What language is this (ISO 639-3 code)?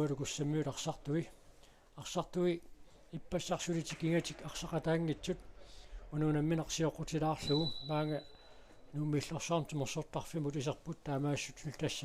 kal